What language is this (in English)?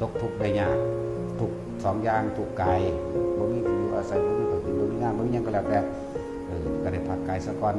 Northeastern Thai